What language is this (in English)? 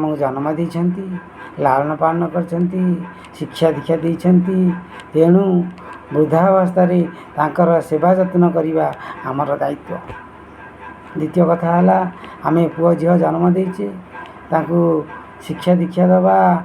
Odia